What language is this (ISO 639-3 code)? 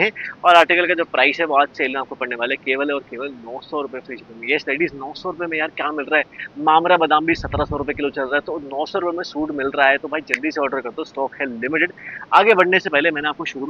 hin